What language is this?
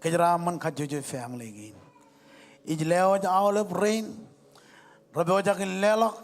Marshallese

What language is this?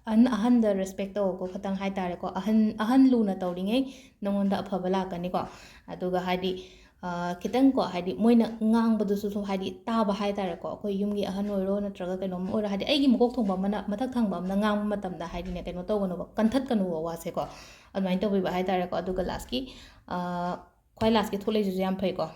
Manipuri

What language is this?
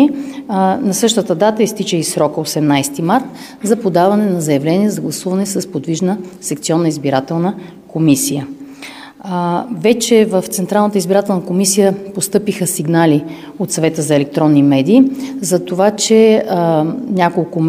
Bulgarian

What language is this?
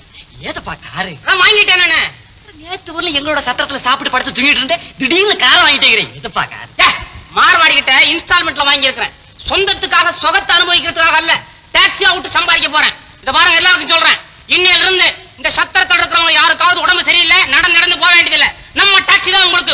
Tamil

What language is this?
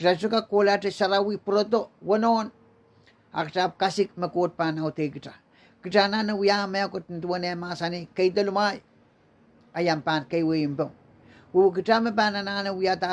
Pohnpeian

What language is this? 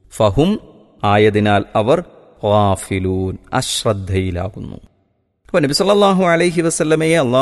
Malayalam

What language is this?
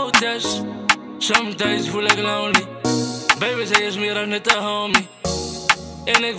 Dutch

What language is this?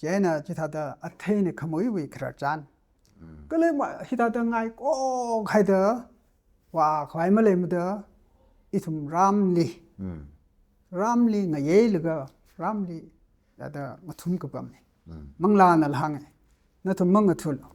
Tangkhul Naga (India)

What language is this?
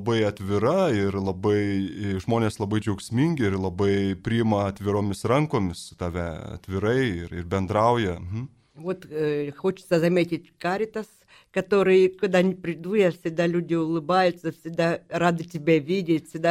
Lithuanian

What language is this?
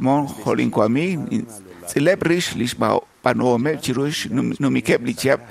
Kekchí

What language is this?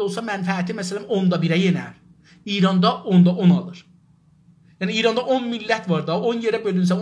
South Azerbaijani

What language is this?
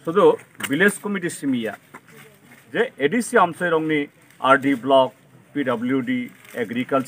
Kok Borok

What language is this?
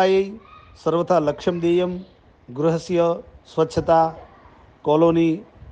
Sanskrit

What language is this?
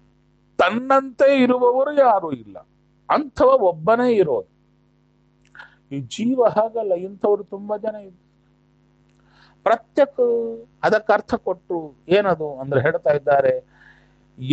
Kannada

